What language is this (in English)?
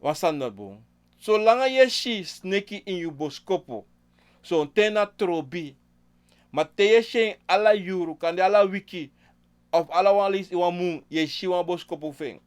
Sranan Tongo